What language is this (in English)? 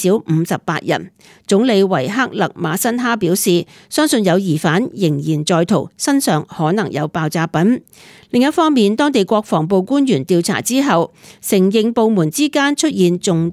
Cantonese